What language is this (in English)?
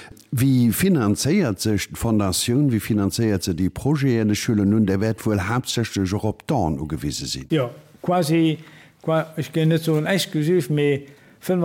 Luxembourgish